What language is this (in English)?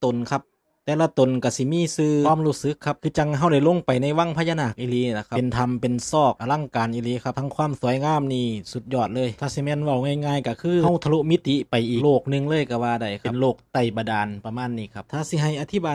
Northeastern Thai